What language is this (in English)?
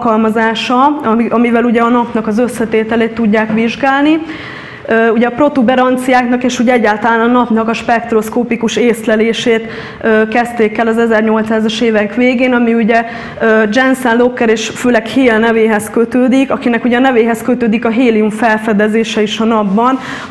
Hungarian